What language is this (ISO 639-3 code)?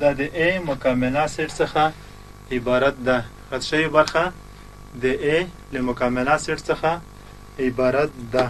pus